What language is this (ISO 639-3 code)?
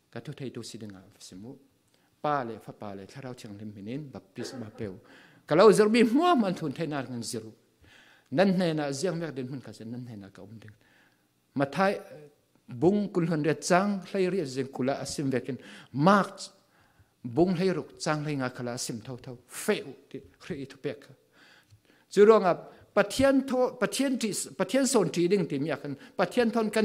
cfm